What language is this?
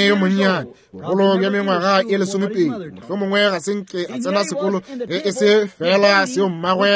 Northern Sotho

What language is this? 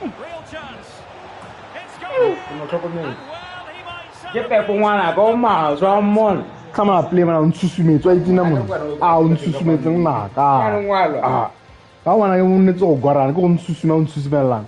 Tswana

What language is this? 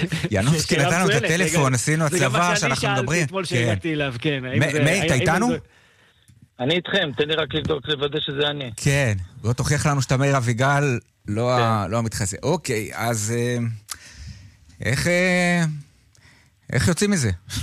Hebrew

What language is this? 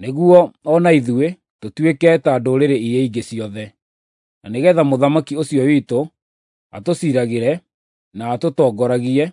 Kikuyu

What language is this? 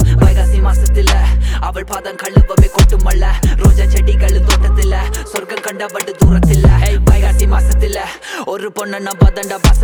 Tamil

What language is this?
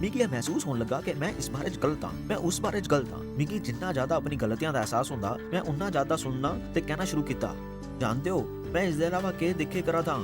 Dogri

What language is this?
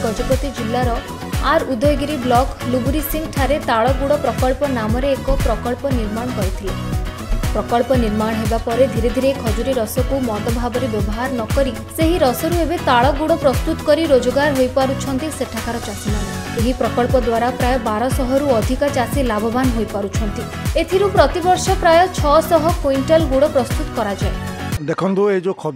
Odia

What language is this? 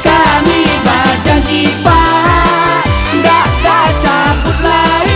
Minangkabau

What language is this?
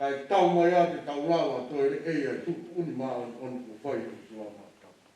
Tongan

